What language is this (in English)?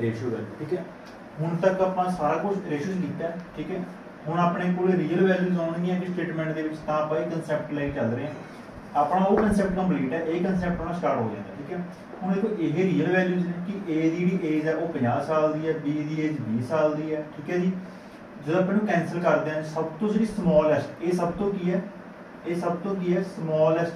Punjabi